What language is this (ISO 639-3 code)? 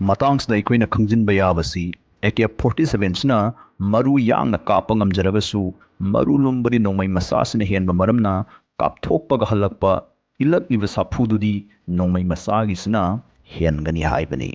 mni